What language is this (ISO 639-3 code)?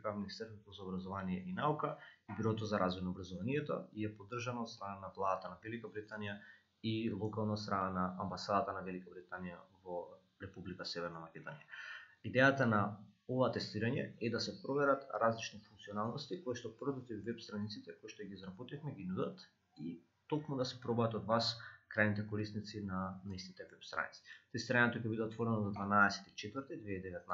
mkd